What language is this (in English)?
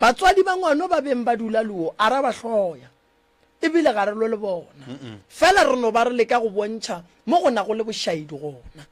Northern Sotho